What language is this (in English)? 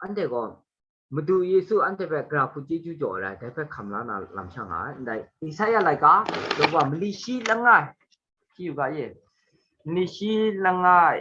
Kachin